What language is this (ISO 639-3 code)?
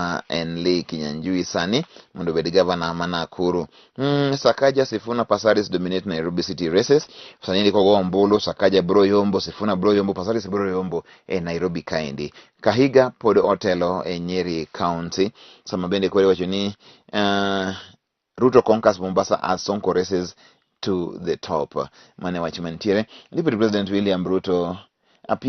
luo